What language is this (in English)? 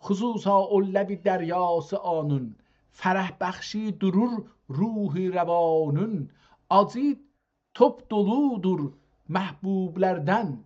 South Azerbaijani